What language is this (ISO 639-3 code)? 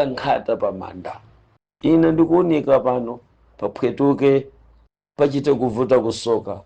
nya